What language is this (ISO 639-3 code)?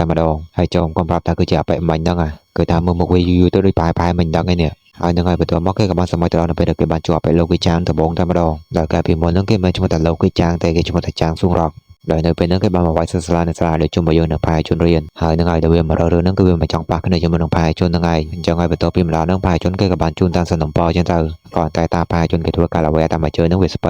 khm